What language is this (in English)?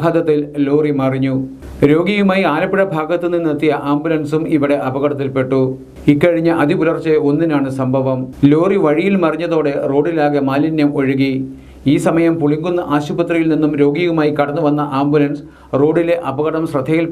Malayalam